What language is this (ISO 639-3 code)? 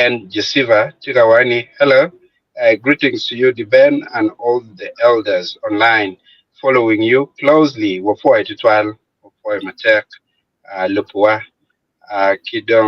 ach